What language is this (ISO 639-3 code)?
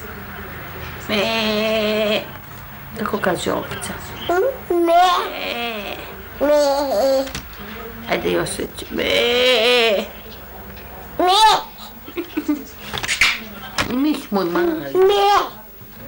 hrv